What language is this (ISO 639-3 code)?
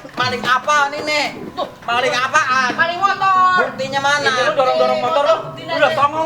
bew